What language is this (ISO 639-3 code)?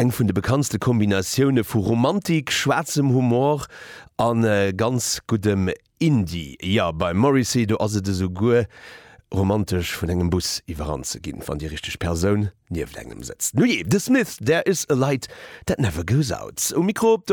ltz